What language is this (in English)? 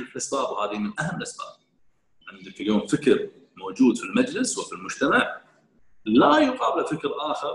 Gulf Arabic